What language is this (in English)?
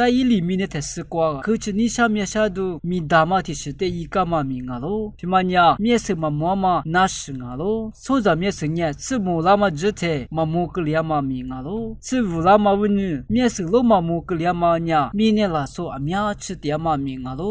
Lisu